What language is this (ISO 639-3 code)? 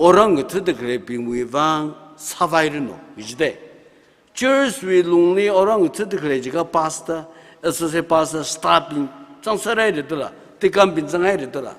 nmf